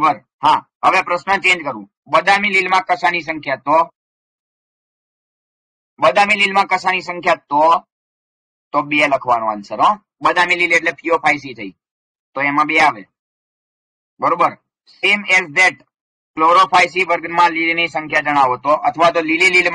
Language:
Gujarati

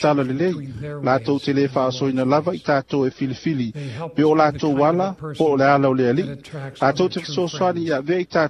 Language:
Samoan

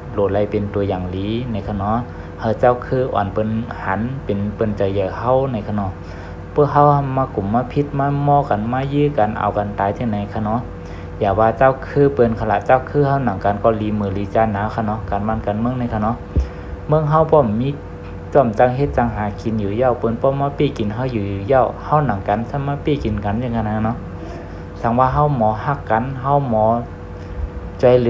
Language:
Shan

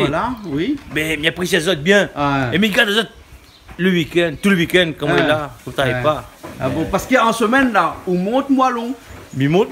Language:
Réunion Creole French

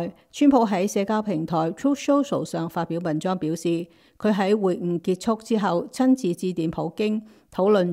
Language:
Cantonese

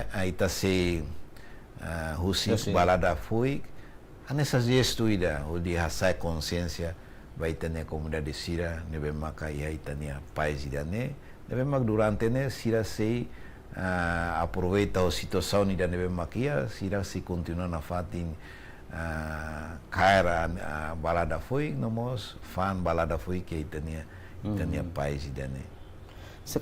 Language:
Tetum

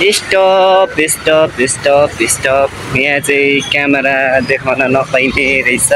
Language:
Nepali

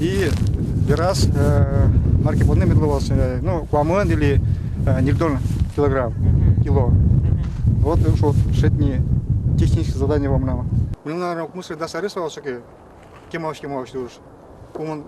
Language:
Udmurt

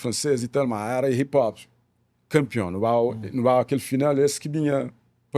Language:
Kabuverdianu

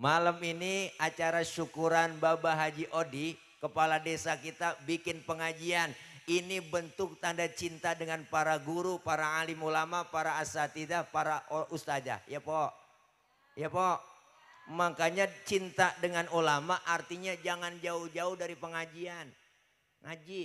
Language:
Betawi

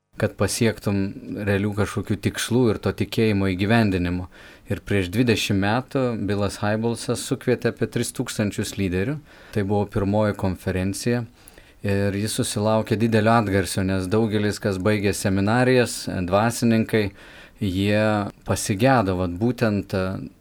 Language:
Lithuanian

